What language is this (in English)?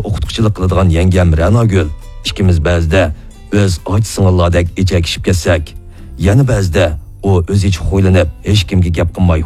Uyghur